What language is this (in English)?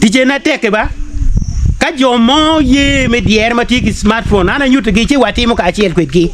Acoli